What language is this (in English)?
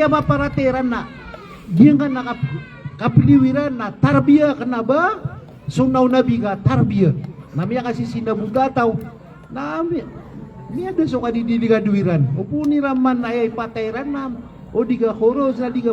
Maranao